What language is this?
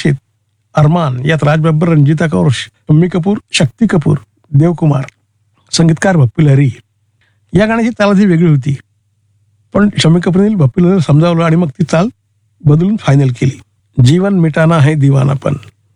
Marathi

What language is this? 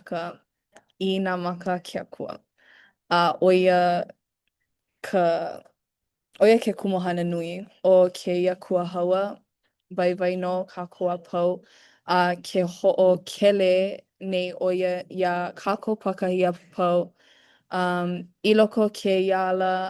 Hawaiian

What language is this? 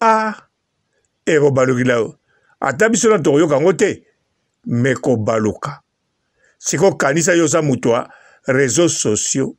Lingala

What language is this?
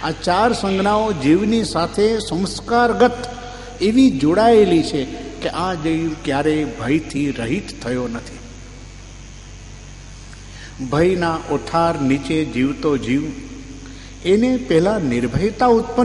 Gujarati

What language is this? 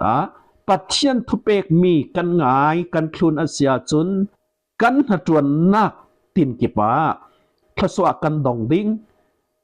Falam Chin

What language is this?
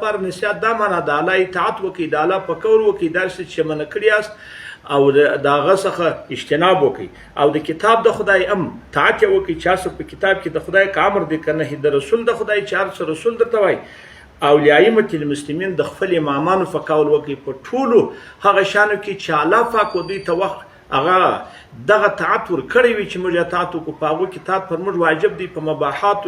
Pashto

